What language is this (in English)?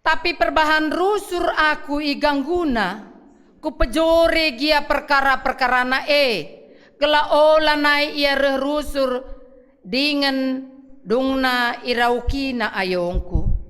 Batak Karo